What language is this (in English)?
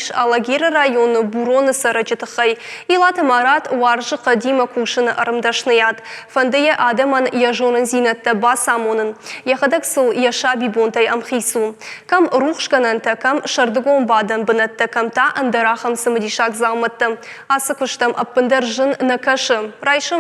Ossetic